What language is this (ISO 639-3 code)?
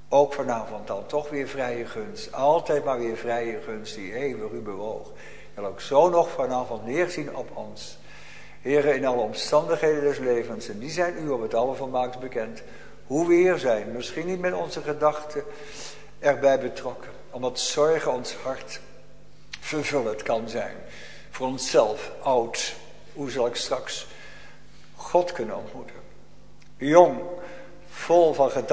nld